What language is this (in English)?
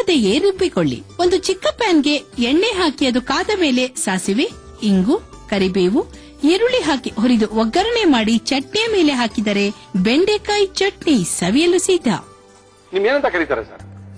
Kannada